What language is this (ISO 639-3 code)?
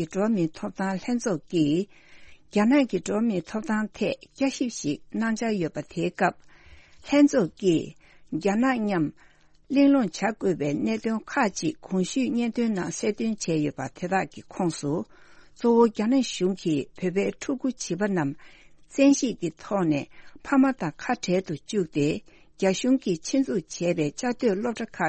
bod